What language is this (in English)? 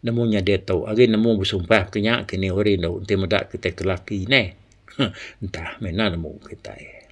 Iban